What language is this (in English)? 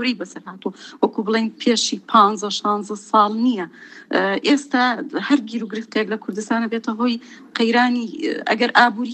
Central Kurdish